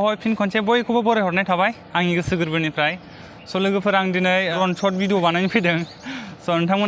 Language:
Bodo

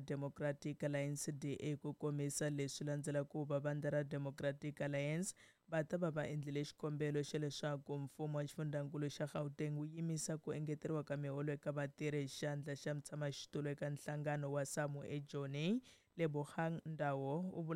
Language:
Tsonga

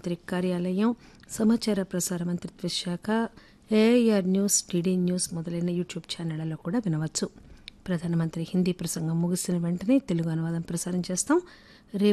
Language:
Telugu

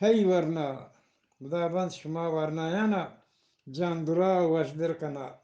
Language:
Eastern Balochi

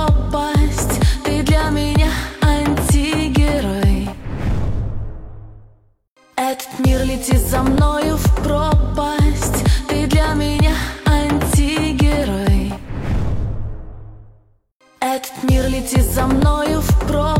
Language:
Russian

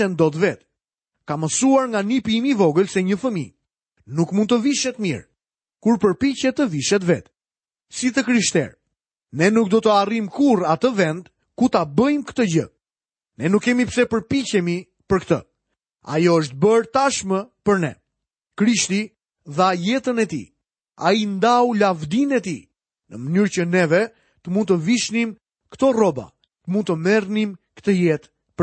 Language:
Albanian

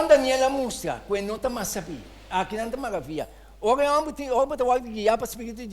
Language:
Papiamento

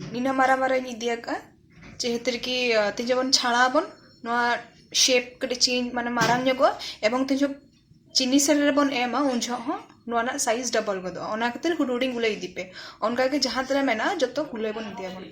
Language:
Santali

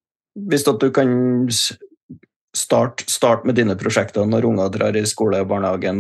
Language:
Norwegian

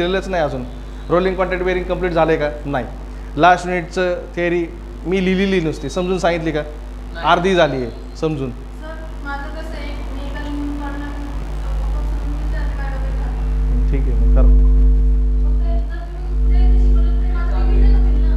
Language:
Marathi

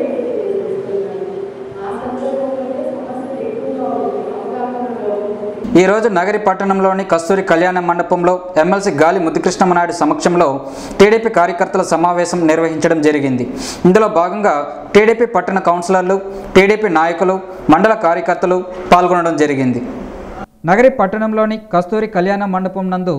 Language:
Telugu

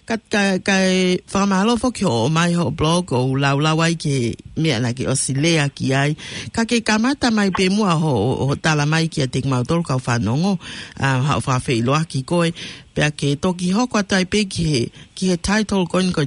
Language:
Tongan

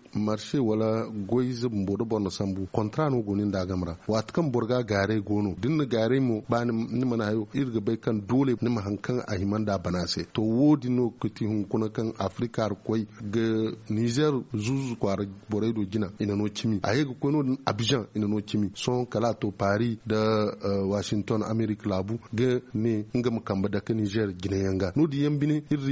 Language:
Zarma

